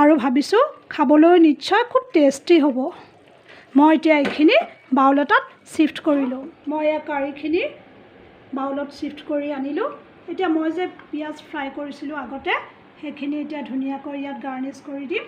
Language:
Assamese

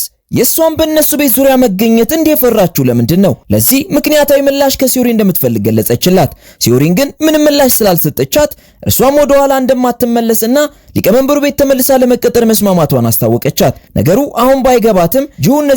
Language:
Amharic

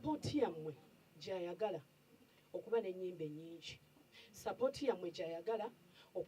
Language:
Ganda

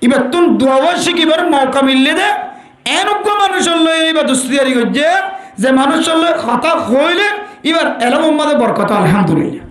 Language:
Rohingya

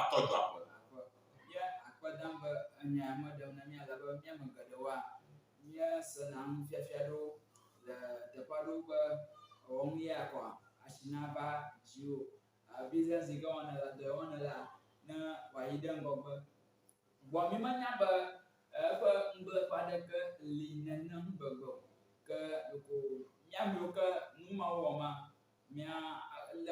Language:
Ewe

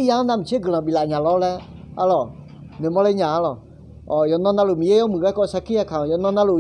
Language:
Akha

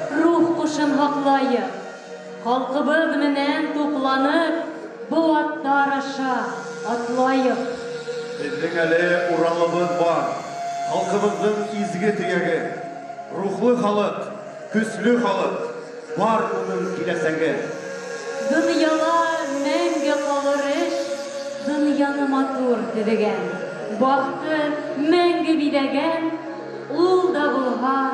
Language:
Bashkir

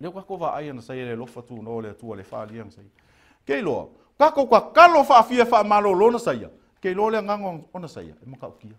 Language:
Samoan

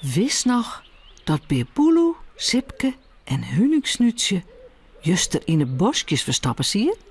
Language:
Western Frisian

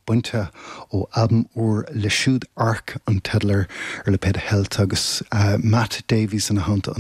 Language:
Irish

